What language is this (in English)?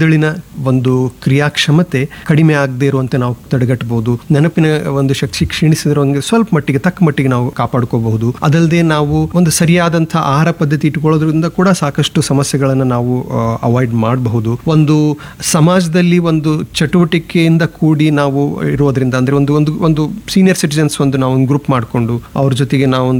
Kannada